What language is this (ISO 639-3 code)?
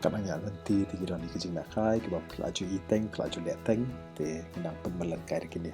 kha